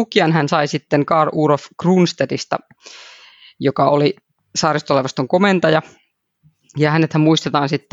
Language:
Finnish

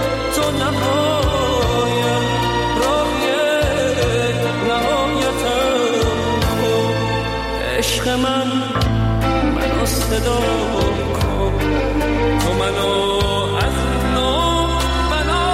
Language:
Persian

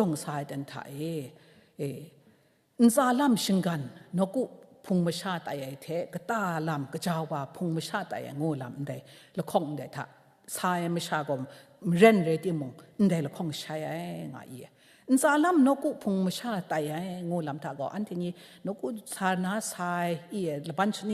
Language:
Kachin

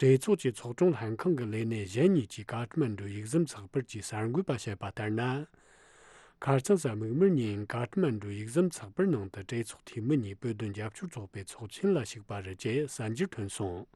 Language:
Tibetan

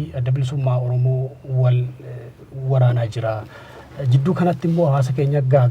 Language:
Oromo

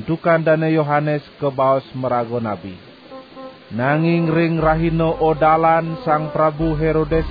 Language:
Balinese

